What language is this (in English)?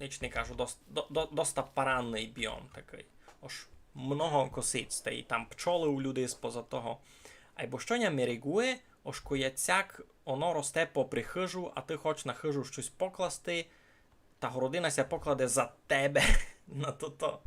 Rusyn